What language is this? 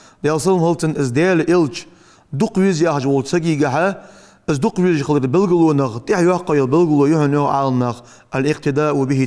Ingush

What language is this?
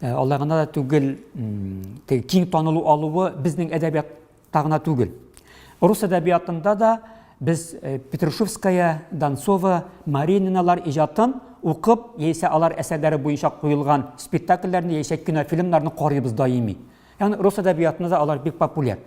Tatar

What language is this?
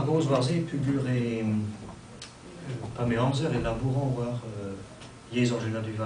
Breton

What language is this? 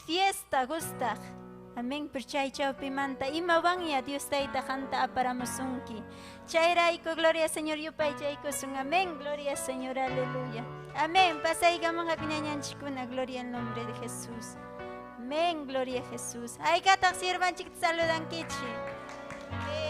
Ayacucho Quechua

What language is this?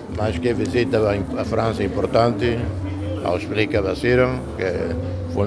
Tetum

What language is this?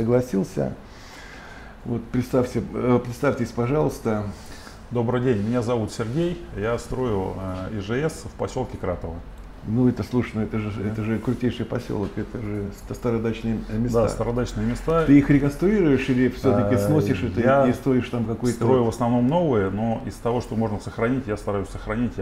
Russian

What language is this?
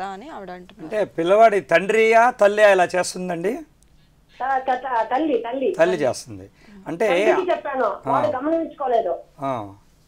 Telugu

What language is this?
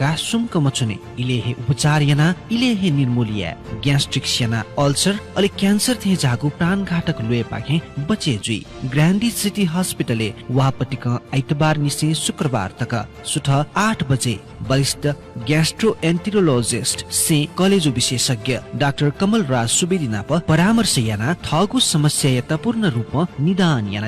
Newari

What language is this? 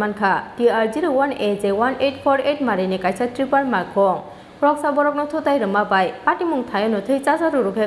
Kok Borok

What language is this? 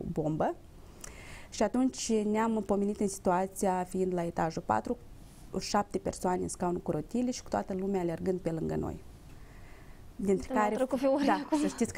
Romanian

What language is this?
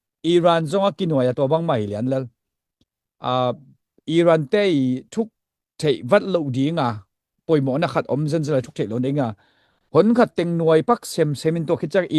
Tedim Chin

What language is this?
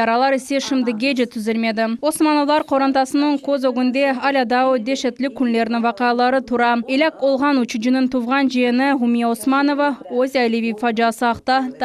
Crimean Tatar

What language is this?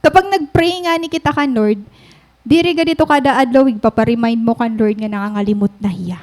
Waray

